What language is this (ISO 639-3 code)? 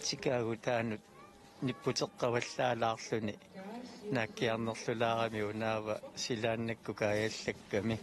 kal